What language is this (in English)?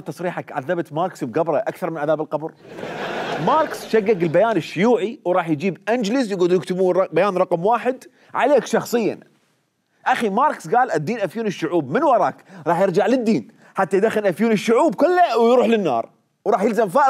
Mesopotamian Arabic